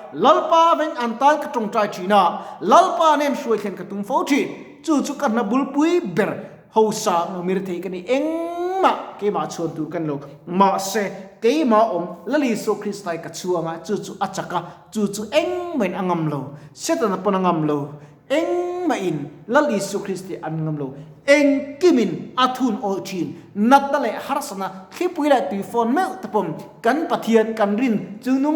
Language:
Mizo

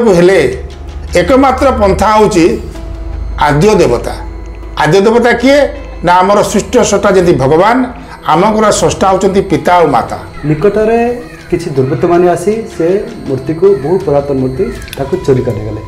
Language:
Odia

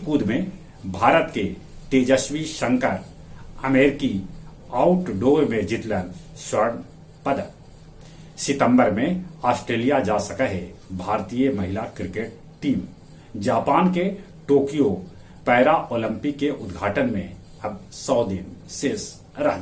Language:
Magahi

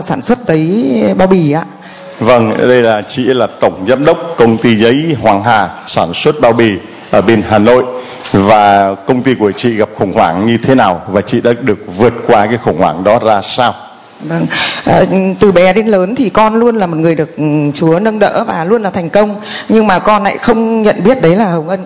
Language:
Vietnamese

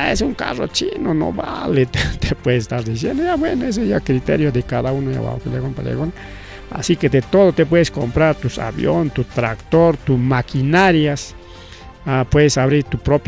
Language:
Ayacucho Quechua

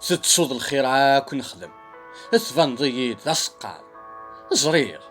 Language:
Kabyle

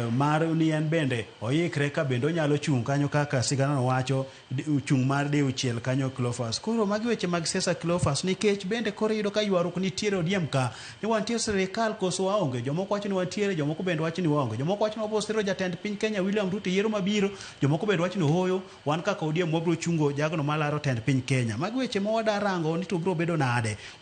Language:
Luo (Kenya and Tanzania)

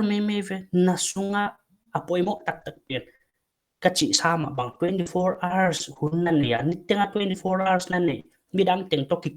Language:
Paite Chin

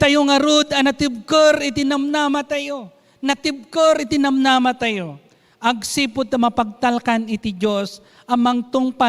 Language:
Iloko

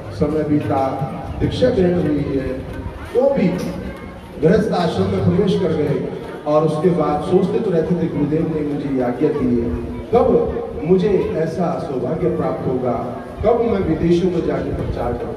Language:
Hindi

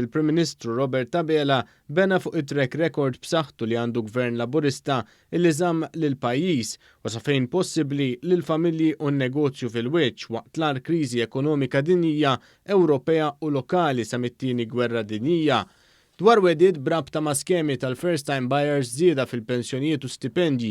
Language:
Maltese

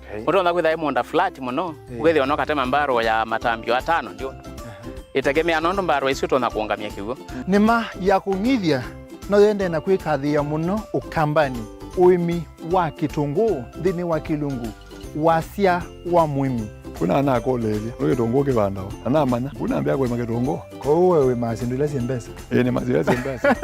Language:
Kamba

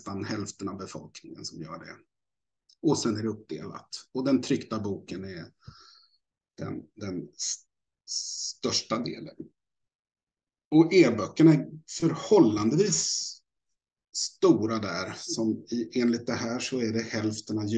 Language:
Swedish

